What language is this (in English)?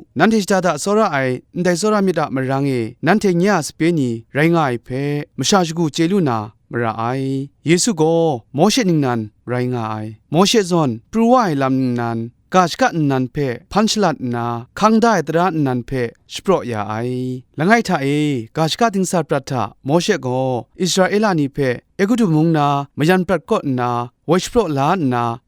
Kachin